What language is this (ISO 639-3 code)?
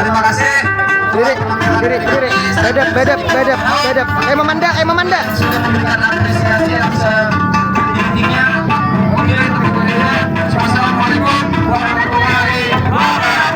bjn